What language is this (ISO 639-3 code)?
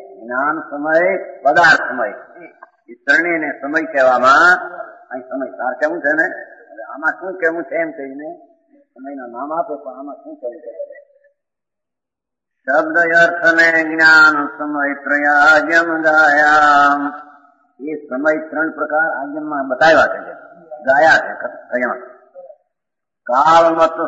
guj